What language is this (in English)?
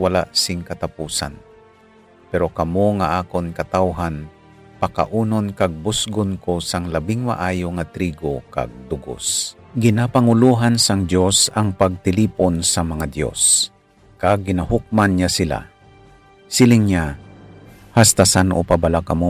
Hiligaynon